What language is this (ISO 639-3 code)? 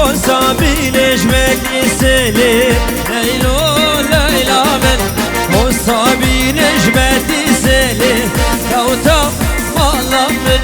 kur